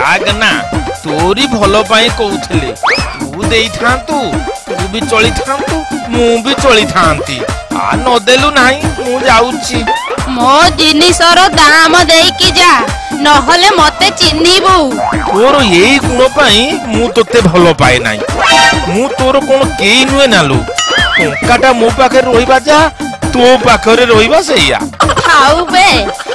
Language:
Odia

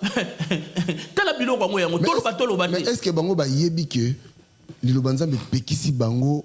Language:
Lingala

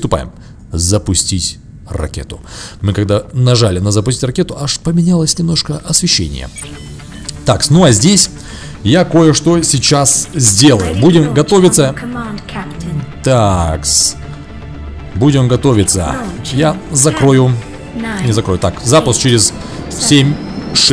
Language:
Russian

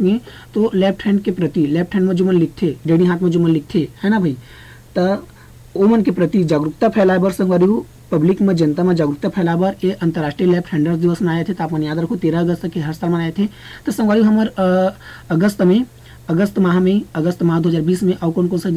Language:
Chhattisgarhi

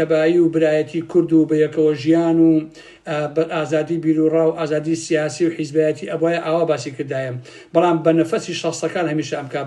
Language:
Central Kurdish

